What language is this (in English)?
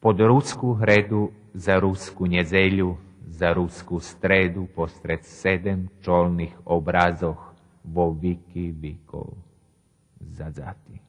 Rusyn